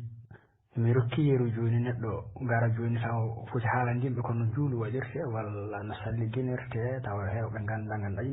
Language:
Fula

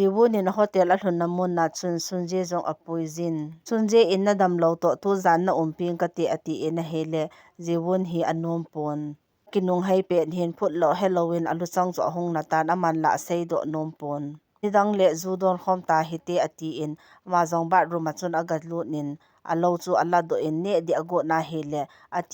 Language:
Thado Chin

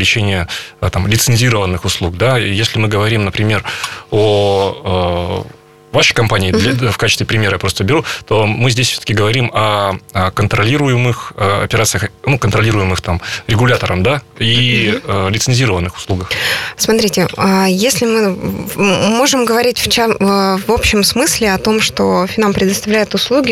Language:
Russian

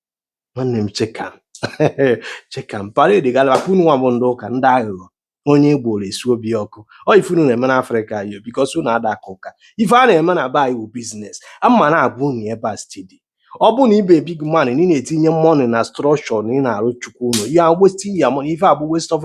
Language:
Igbo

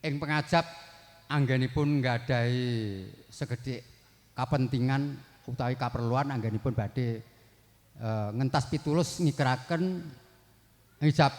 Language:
Javanese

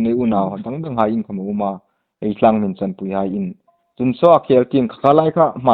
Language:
Hmar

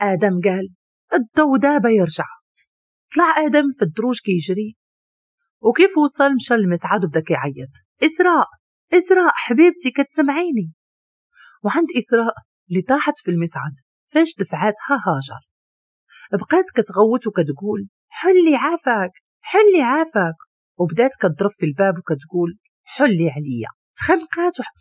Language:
Moroccan Arabic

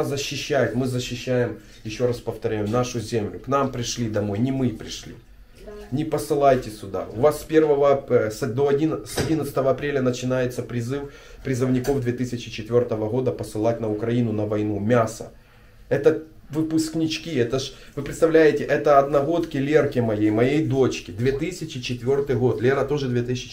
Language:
Russian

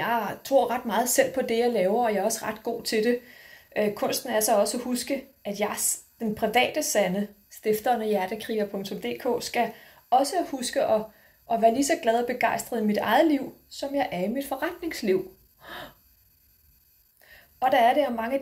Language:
Danish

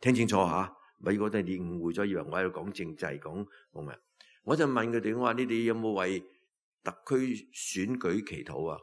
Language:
Cantonese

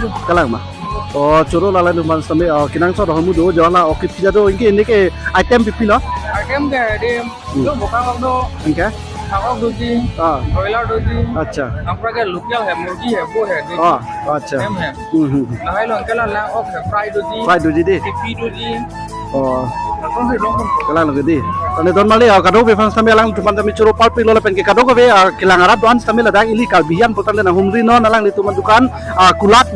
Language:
Karbi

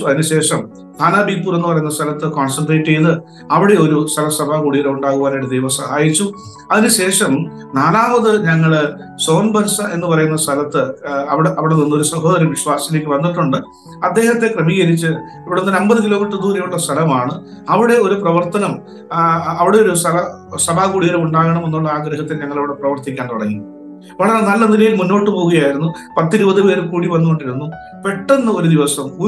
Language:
Malayalam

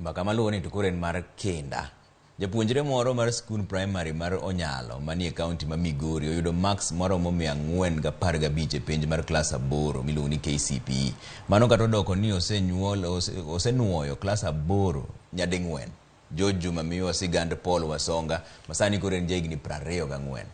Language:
Luo (Kenya and Tanzania)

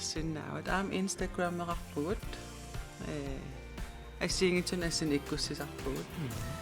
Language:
Kalaallisut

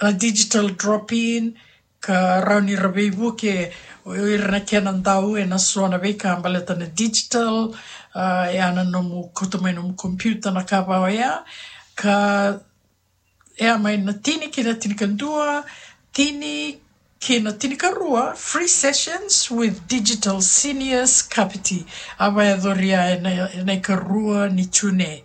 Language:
Fijian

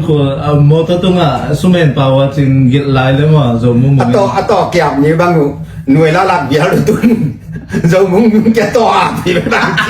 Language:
Tedim Chin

